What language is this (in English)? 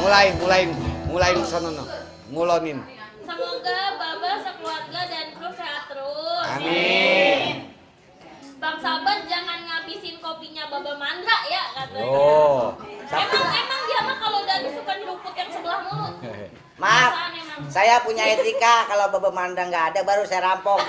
Betawi